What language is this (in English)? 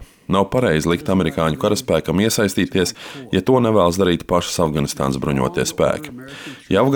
Latvian